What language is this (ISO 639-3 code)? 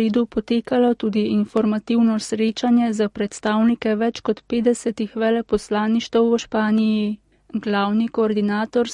slv